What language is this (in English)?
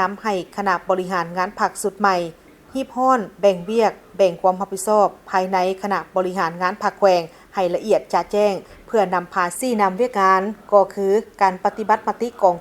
Lao